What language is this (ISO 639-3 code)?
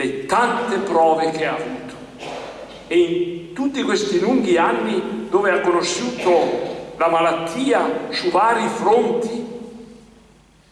ita